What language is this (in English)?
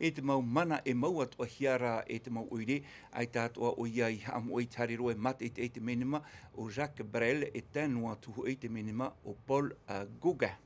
Tahitian